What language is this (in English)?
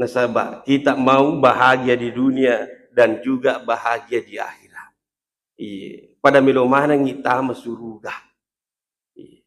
Buginese